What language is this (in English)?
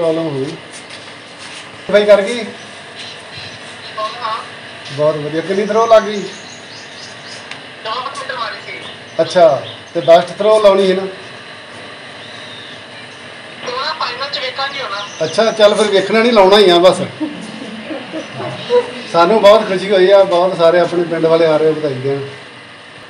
Punjabi